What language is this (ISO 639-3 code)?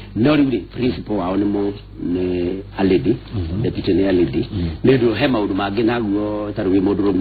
kik